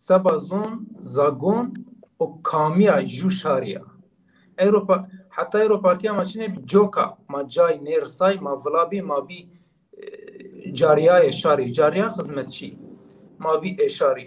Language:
Zaza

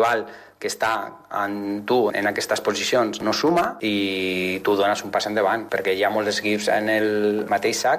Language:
Catalan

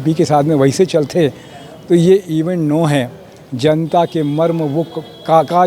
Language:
Chhattisgarhi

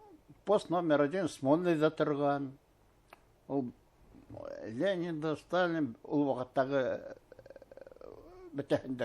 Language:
Bashkir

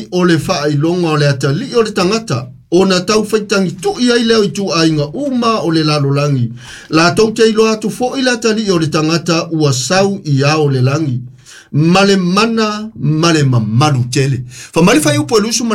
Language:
Samoan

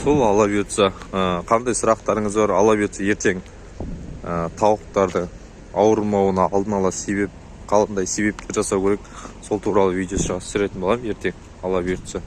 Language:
Kazakh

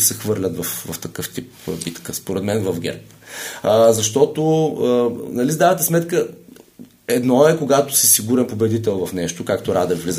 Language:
Bulgarian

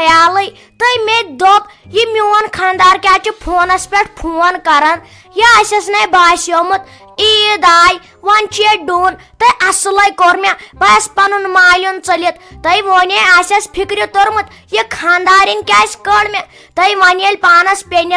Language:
Kashmiri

